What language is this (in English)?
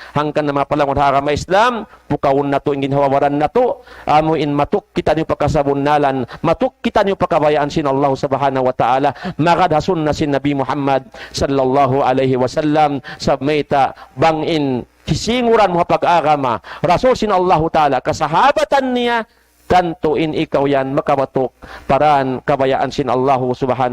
Tausug